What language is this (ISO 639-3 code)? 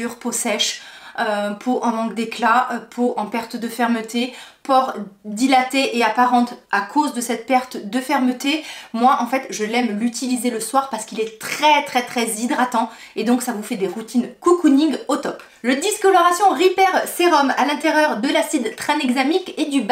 fra